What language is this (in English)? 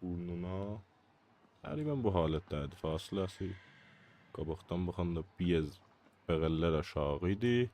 South Azerbaijani